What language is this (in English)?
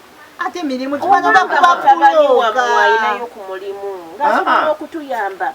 Ganda